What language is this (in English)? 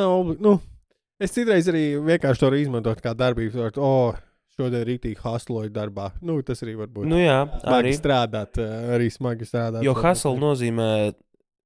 Latvian